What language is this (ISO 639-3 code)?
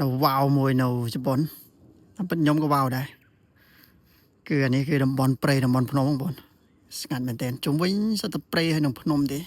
khm